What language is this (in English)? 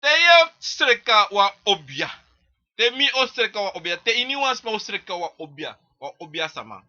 Sranan Tongo